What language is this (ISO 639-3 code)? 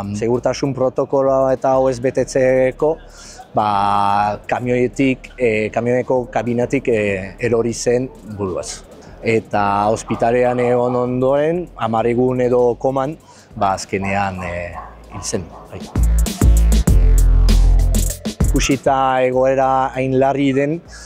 eus